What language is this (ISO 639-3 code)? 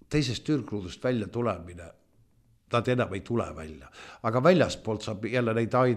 est